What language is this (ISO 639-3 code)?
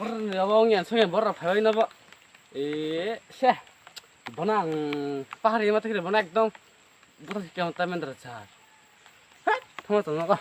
trp